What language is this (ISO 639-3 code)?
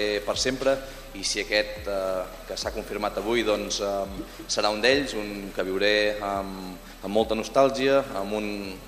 cat